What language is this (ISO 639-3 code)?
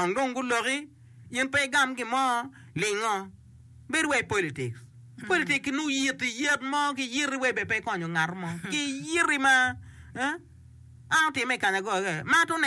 ach